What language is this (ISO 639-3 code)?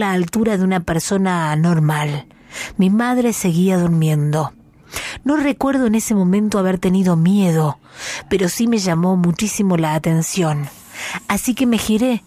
spa